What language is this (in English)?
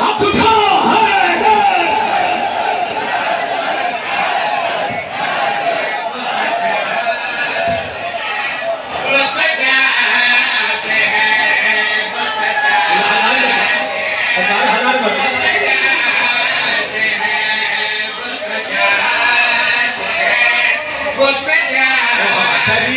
Urdu